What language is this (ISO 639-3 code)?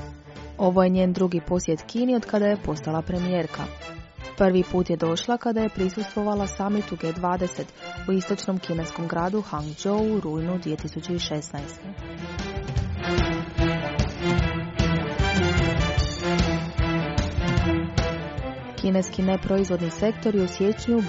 hrv